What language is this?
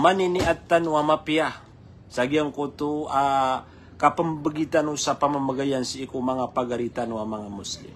Maranao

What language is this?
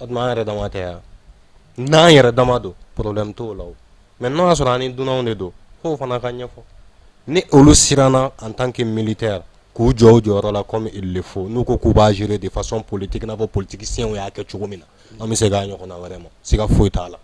Bambara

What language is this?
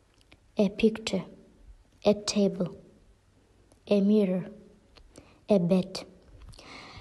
Kazakh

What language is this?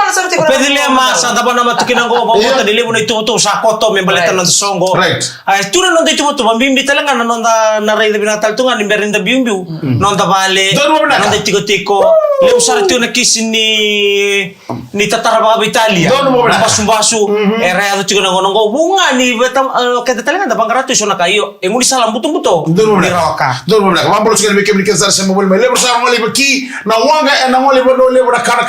Fijian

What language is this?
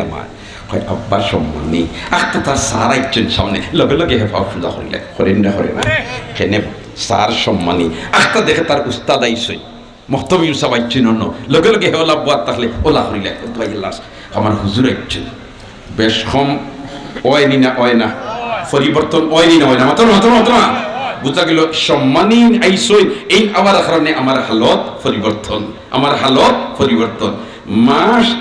Sylheti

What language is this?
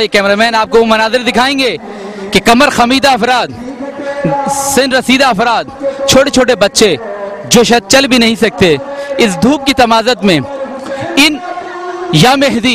Urdu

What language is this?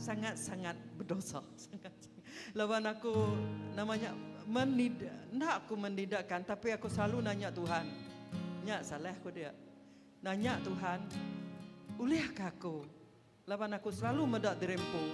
Iban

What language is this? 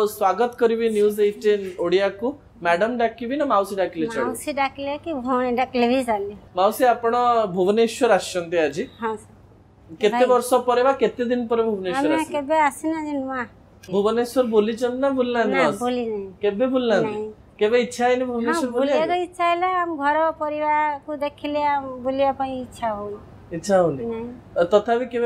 Odia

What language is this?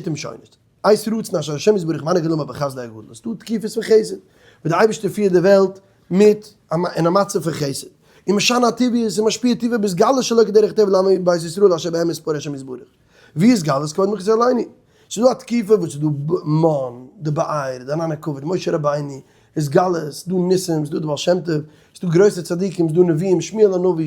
Yiddish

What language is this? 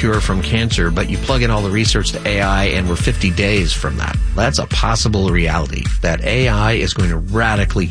English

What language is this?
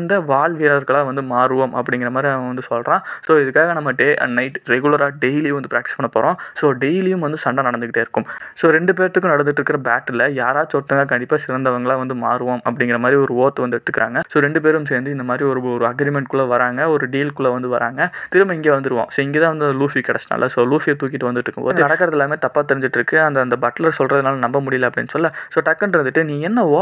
Tamil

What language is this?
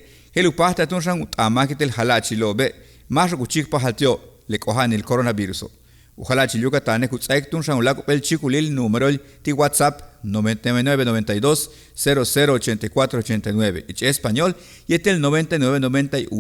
Yucateco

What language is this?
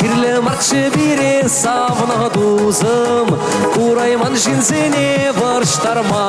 Chuvash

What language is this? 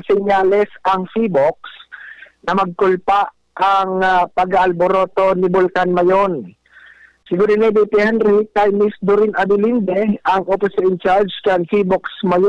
Bikol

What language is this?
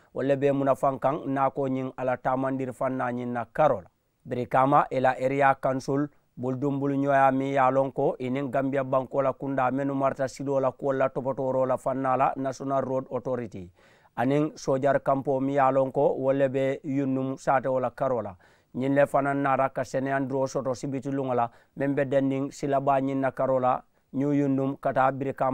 Mandingo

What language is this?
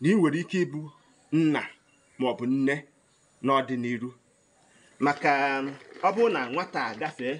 Igbo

